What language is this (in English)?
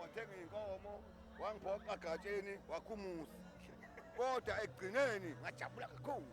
Zulu